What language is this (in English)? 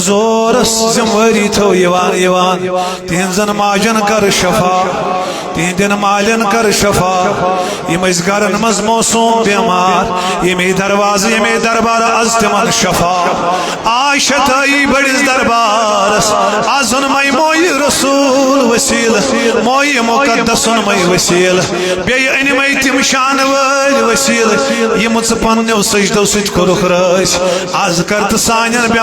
Kashmiri